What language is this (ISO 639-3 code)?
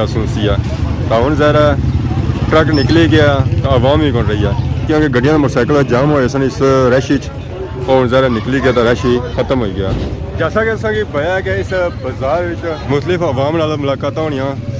phr